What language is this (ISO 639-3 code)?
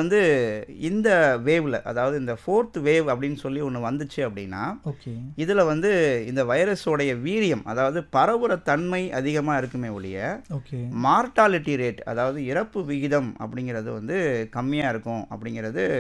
tam